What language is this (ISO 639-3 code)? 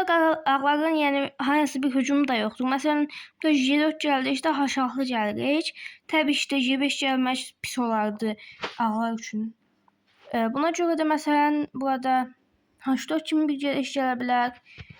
aze